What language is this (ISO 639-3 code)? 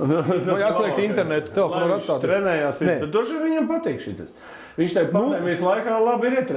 lav